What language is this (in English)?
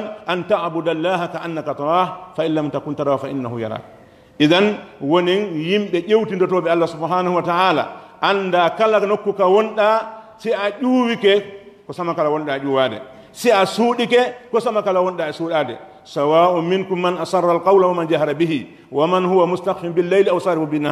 Pular